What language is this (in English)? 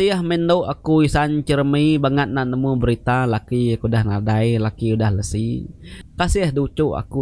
Iban